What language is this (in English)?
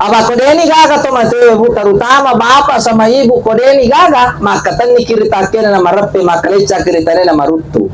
Buginese